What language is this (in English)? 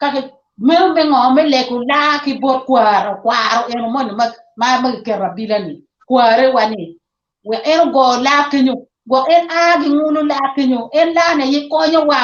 Acoli